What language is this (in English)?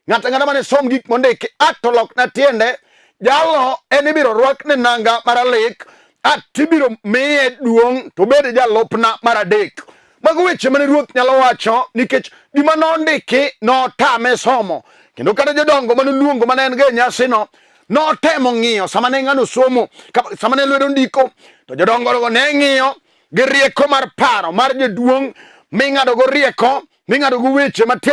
Luo (Kenya and Tanzania)